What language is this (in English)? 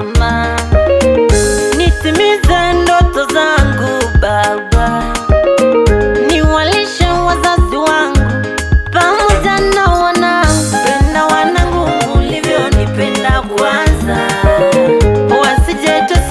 Swahili